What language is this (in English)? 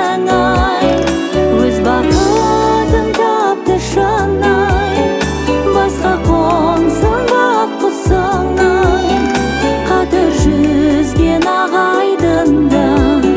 Kazakh